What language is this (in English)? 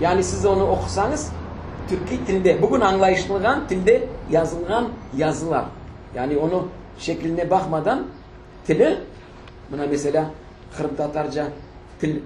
Crimean Tatar